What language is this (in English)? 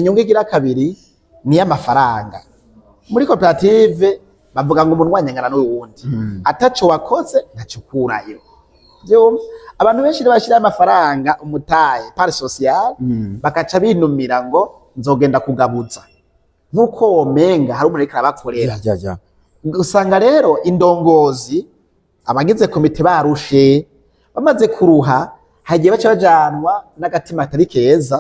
Rundi